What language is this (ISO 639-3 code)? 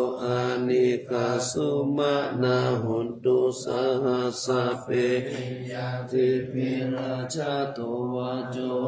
pli